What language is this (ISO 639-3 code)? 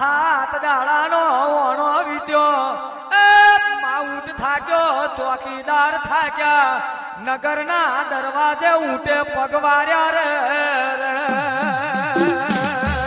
guj